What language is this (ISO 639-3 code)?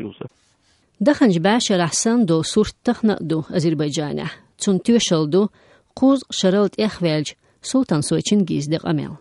che